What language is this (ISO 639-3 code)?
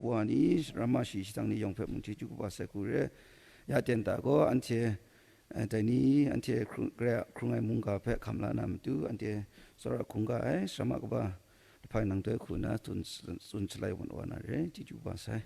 kac